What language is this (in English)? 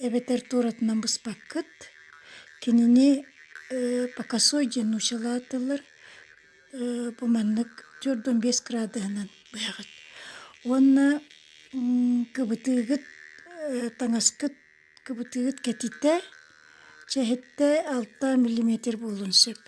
Yakut